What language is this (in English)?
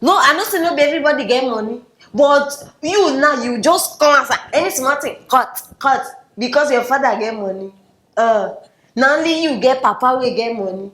Nigerian Pidgin